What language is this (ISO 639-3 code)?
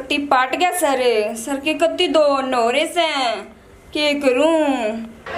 bgc